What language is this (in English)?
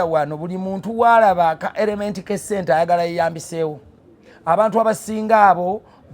Ganda